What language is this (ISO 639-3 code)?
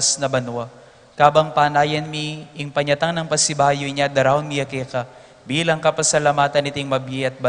pam